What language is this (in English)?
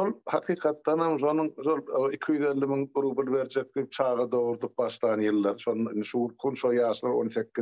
Turkmen